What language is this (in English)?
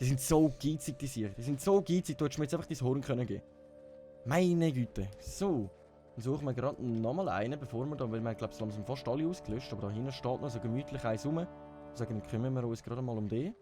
Swiss German